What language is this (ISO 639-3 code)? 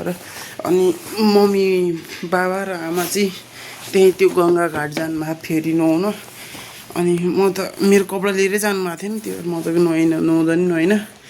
nep